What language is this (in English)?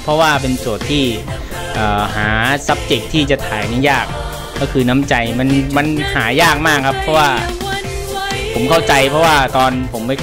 Thai